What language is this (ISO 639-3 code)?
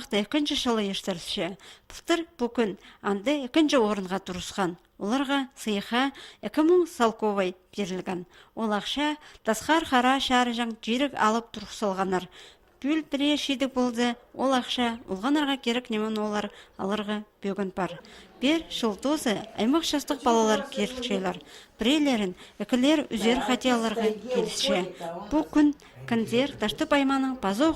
kjh